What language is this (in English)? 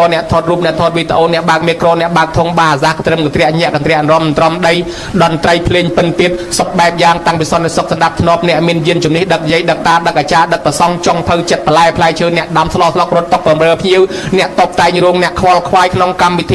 Khmer